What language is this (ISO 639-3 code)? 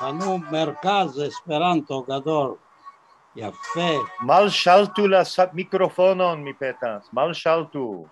epo